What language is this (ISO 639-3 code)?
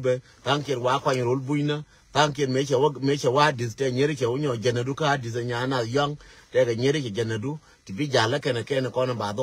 nus